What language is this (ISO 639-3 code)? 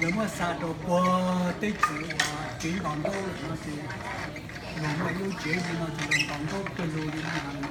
hmn